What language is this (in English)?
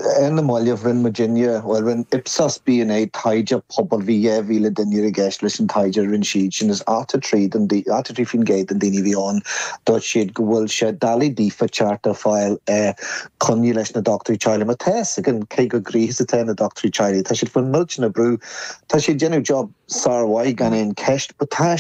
Irish